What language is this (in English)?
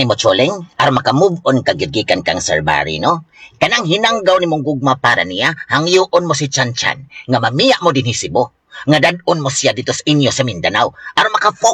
Cebuano